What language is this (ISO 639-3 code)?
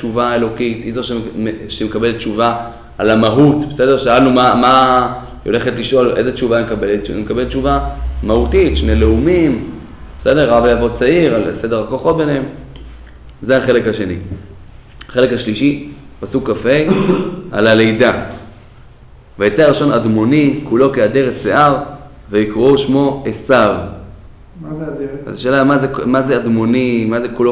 heb